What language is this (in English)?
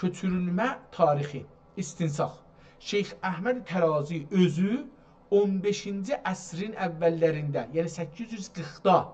South Azerbaijani